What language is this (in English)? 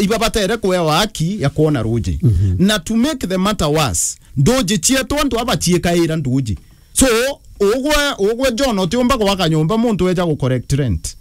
Meru